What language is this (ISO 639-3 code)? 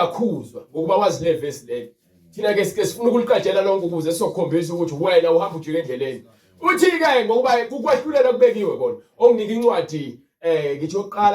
zul